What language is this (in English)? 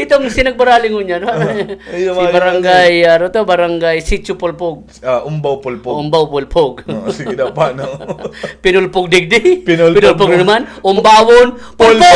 Bikol